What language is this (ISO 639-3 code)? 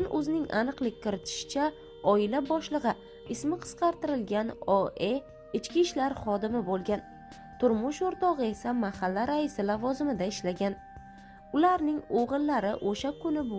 uzb